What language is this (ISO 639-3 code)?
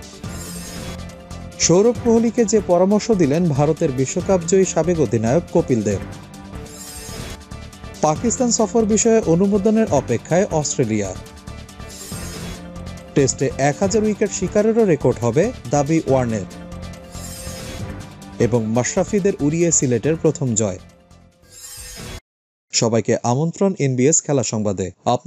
ben